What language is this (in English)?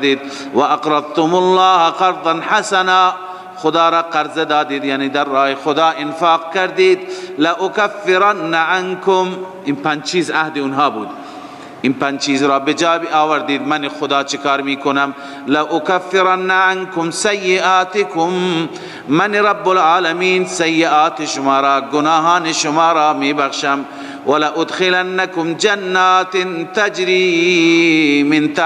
Persian